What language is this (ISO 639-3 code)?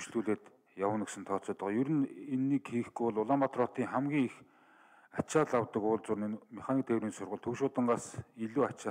mon